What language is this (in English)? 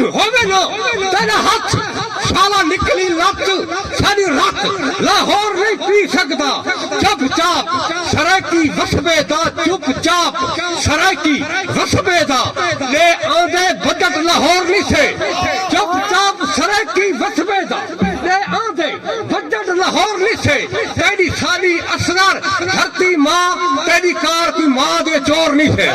Saraiki